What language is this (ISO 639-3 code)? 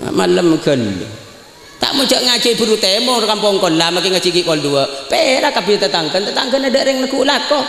mad